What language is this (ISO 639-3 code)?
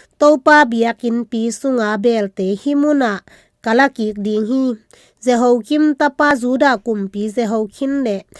ctd